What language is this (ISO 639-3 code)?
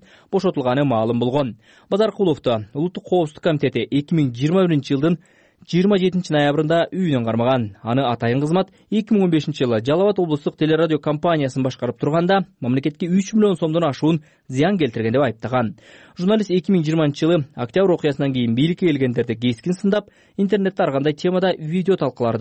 kir